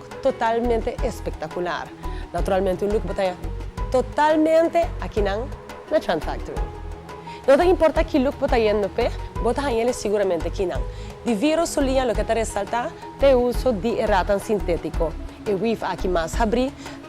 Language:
Papiamento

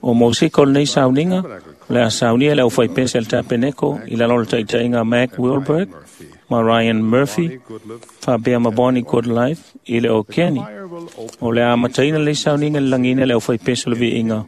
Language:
Samoan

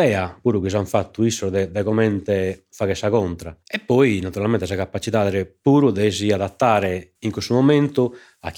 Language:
Sardinian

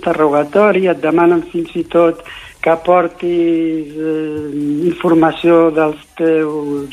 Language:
Catalan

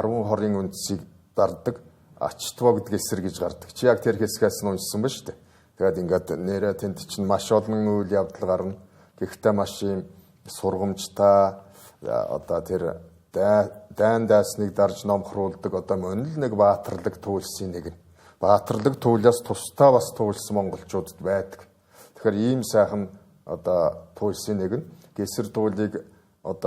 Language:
Mongolian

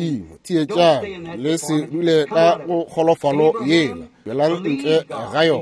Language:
Northern Sotho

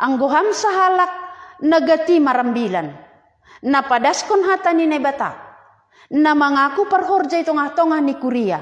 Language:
Batak Simalungun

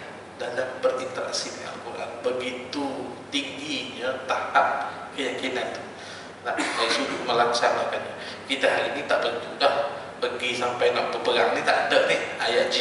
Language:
Malay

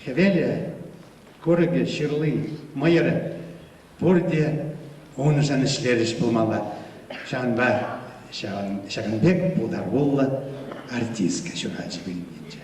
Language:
Chuvash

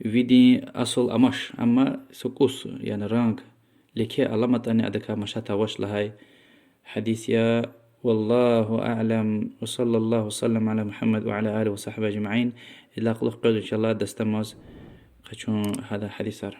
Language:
Lezghian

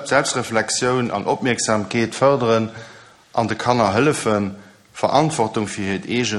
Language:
Luxembourgish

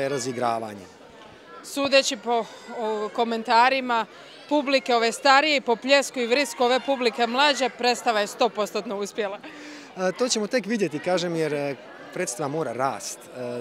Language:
Croatian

